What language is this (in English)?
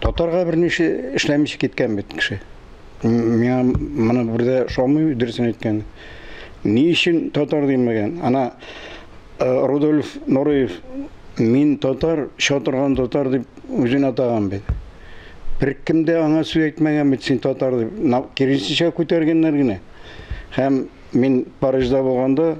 Tatar